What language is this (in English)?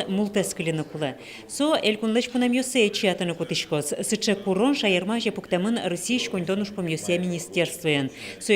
Udmurt